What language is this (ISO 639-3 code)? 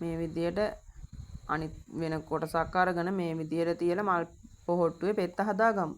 sin